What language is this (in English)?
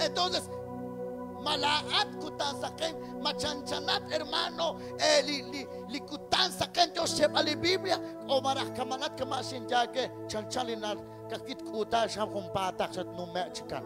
Kekchí